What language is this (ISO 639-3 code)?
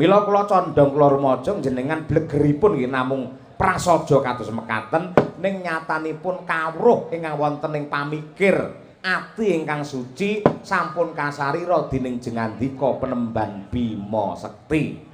jav